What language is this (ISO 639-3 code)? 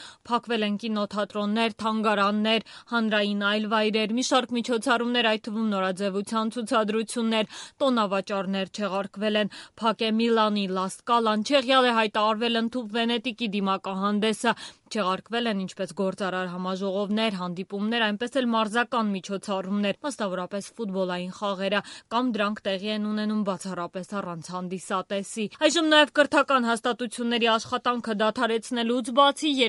hye